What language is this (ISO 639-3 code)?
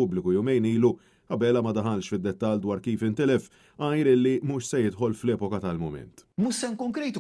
mlt